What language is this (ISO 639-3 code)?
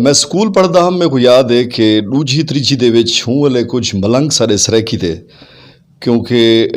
skr